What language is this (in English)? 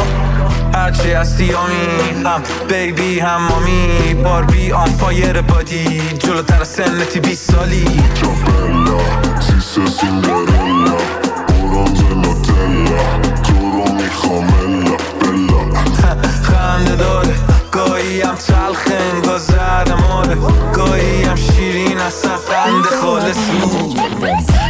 Persian